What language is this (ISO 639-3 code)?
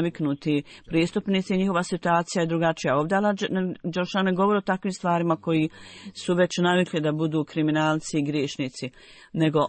bos